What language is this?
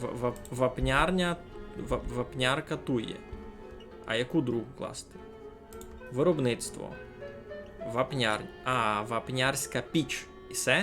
Rusyn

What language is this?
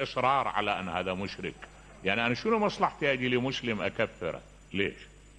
Mesopotamian Arabic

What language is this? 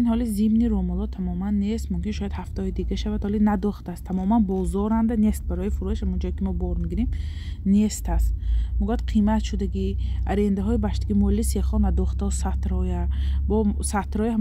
Tajik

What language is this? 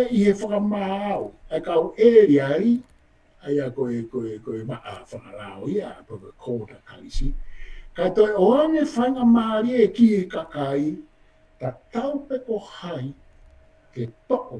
Tongan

